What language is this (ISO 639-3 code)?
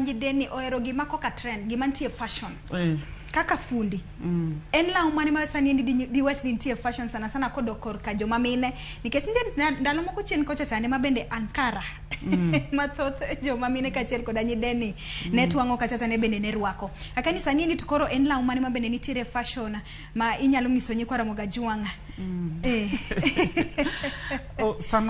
luo